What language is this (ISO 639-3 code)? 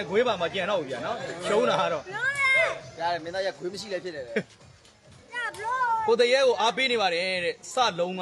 mya